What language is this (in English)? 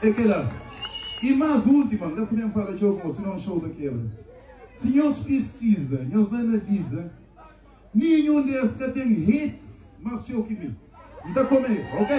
Kabuverdianu